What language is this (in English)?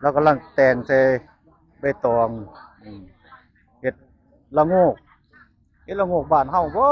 Northeastern Thai